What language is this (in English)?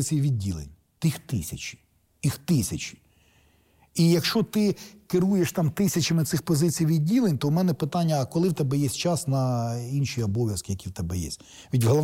Ukrainian